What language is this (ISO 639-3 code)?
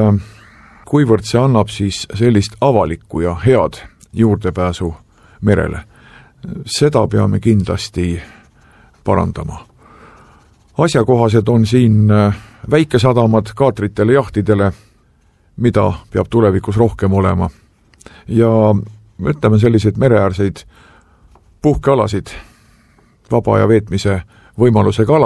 est